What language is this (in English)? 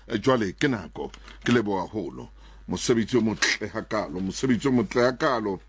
Southern Sotho